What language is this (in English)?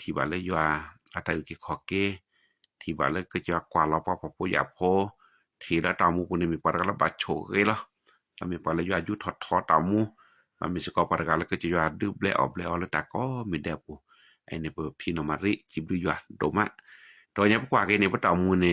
S'gaw Karen